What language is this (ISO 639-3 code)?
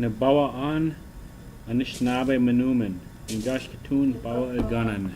oji